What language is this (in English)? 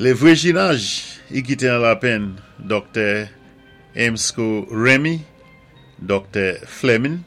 Saint Lucian Creole French